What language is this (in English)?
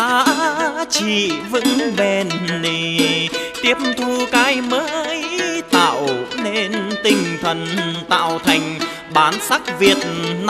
Vietnamese